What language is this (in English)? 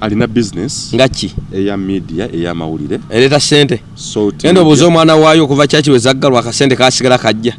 Ganda